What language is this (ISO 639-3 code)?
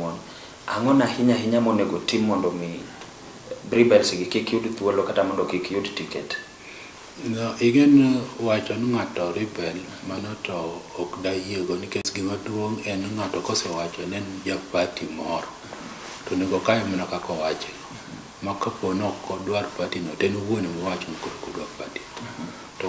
luo